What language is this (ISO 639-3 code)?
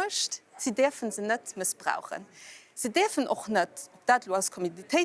ltz